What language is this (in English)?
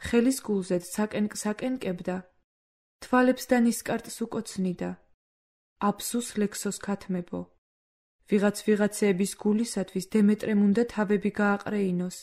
Georgian